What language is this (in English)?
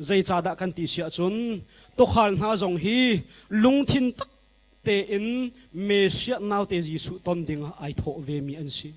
Hakha Chin